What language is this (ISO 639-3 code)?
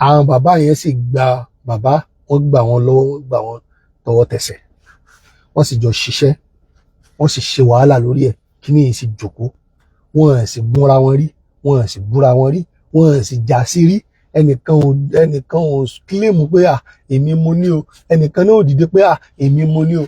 yor